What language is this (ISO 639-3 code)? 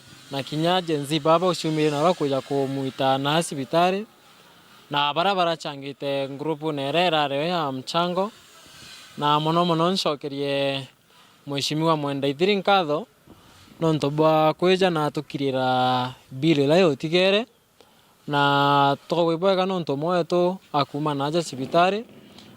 mer